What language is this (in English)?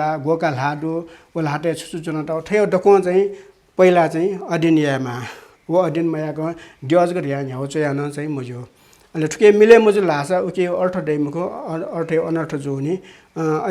Newari